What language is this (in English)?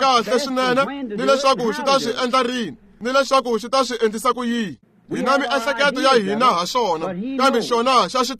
Tsonga